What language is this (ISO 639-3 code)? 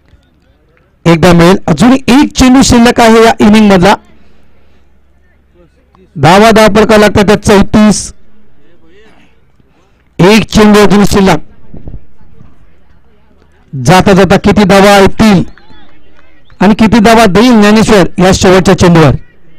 mar